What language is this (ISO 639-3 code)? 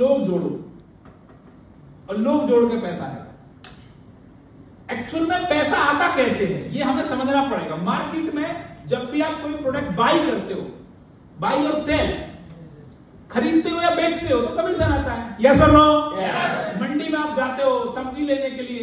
hin